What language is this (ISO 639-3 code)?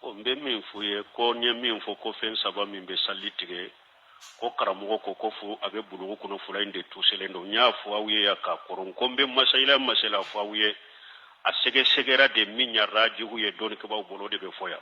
bam